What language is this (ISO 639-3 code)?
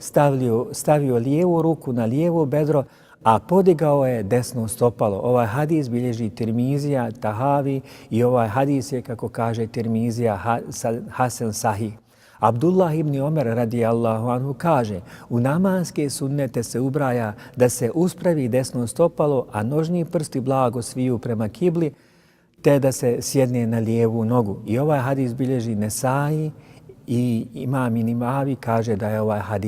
bos